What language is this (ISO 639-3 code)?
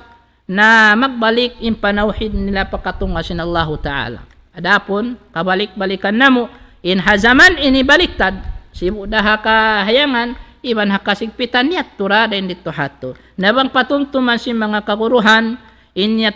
tsg